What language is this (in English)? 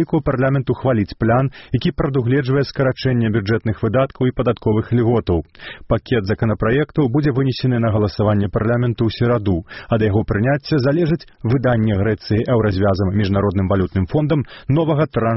Belarusian